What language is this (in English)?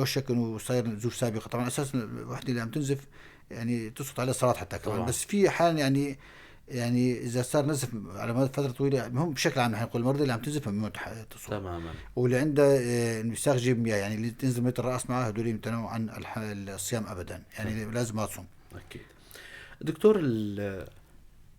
North Levantine Arabic